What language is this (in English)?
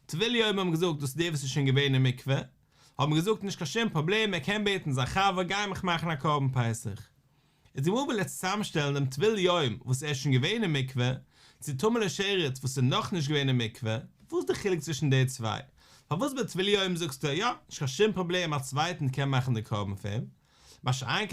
Yiddish